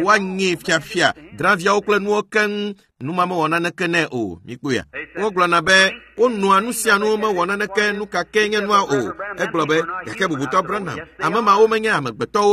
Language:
Ewe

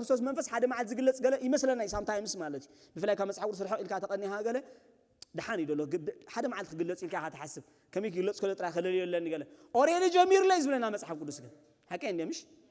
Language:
Tigrinya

